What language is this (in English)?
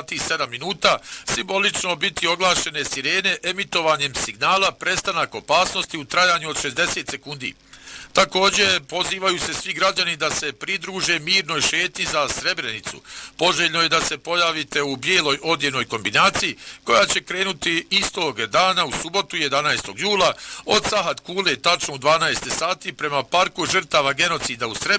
Bosnian